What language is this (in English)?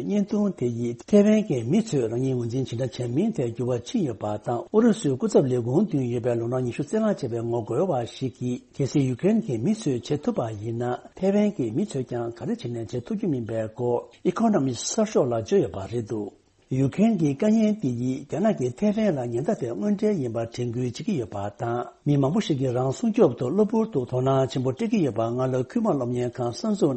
Tibetan